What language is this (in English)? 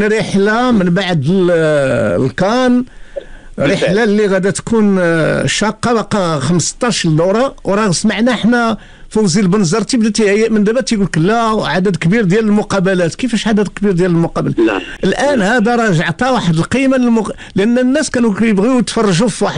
Moroccan Arabic